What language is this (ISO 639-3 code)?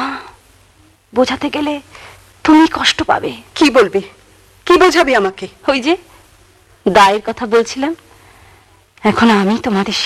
ben